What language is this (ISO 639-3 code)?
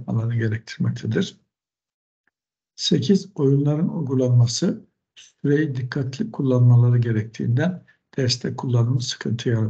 tur